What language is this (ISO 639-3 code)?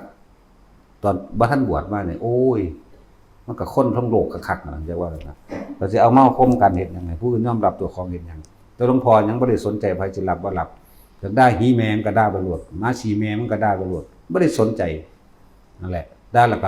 tts